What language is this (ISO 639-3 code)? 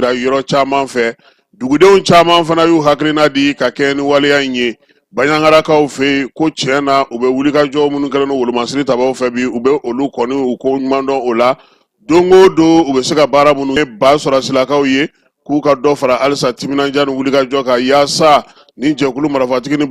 bam